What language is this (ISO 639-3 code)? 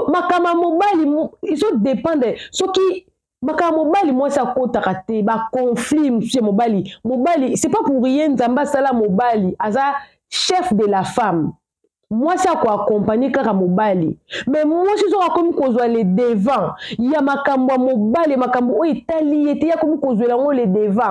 lin